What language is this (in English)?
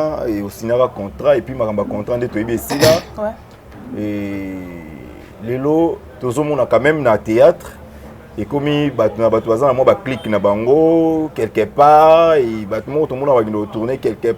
Lingala